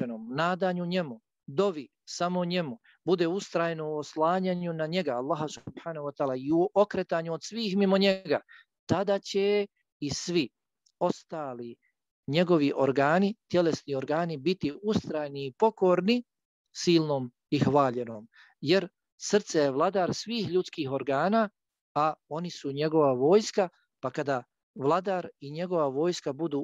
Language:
Bosnian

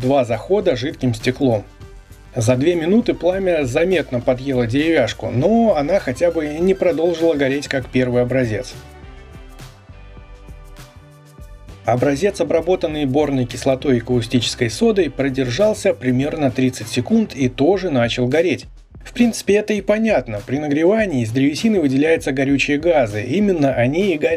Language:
Russian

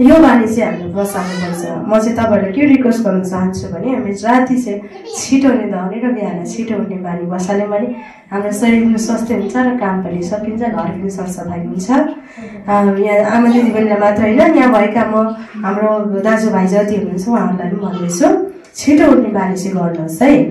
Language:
Nepali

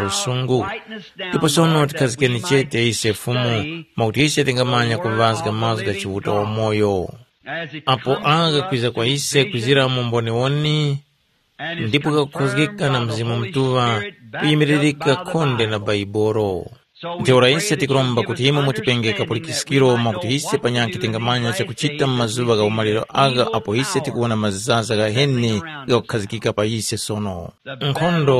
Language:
Tumbuka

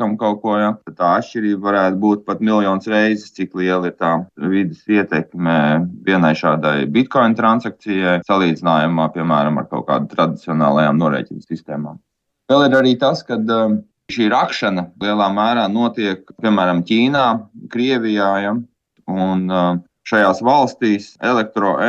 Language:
Latvian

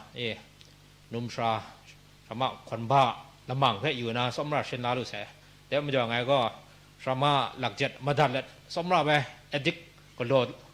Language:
Kachin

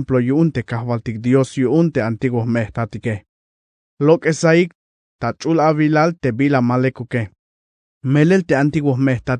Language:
Tzeltal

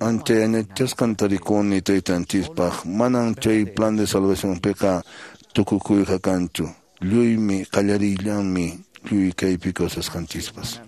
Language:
Quechua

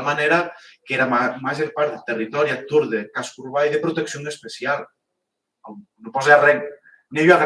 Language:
Occitan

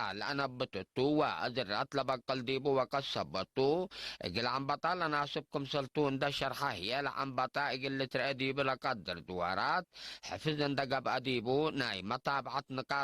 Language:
Tigre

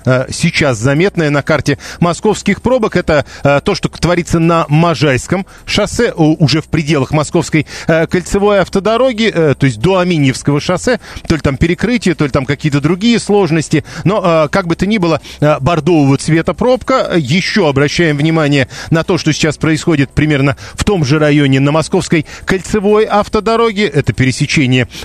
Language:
Russian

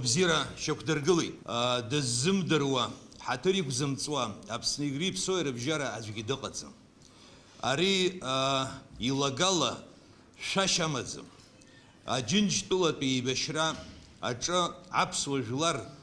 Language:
Abkhazian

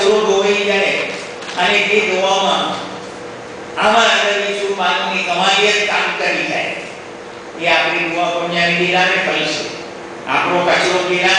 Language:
Gujarati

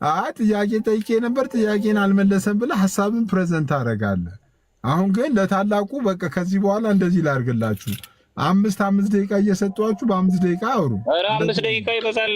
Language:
Amharic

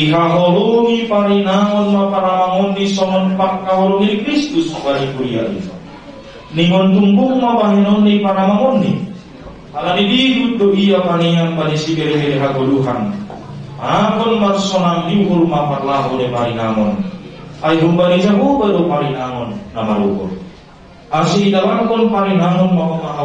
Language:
Batak Simalungun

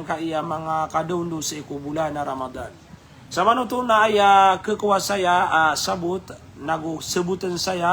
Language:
Maranao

